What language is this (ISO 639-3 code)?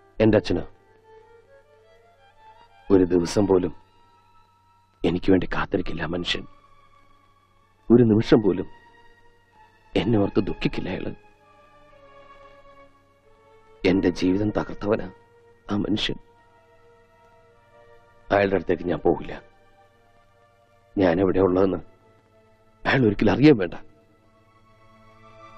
mal